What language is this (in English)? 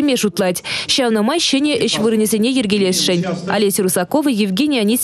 Chuvash